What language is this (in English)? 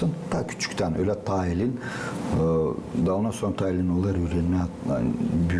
Gagauz